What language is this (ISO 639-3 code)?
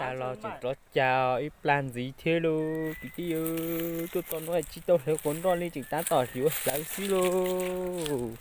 hmn